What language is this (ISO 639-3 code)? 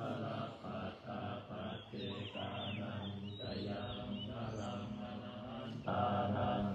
pli